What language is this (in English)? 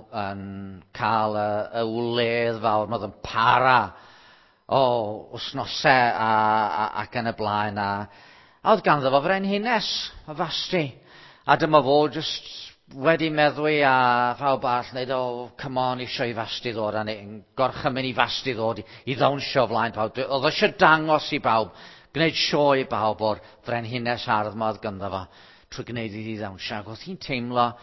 Welsh